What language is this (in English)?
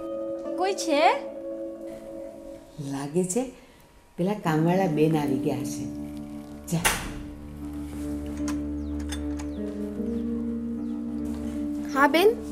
Gujarati